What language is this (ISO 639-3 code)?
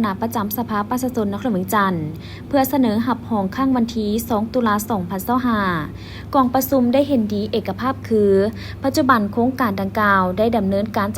lao